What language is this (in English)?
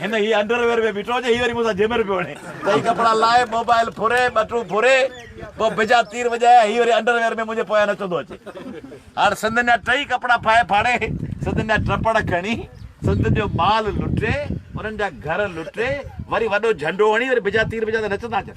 Sindhi